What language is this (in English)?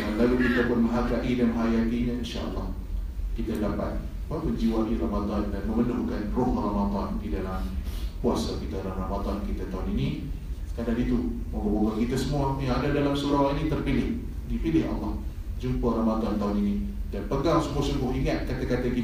Malay